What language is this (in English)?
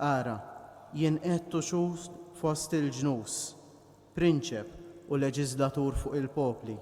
Maltese